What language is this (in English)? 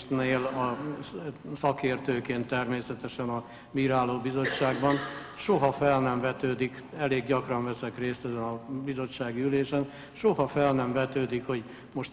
Hungarian